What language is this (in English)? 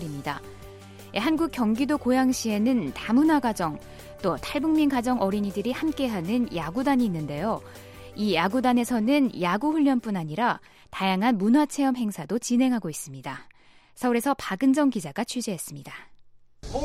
Korean